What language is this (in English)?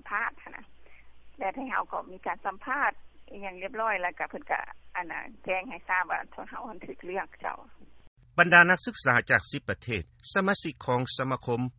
Lao